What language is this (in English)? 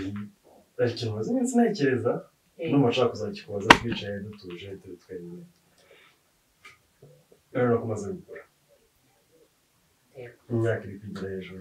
Kinyarwanda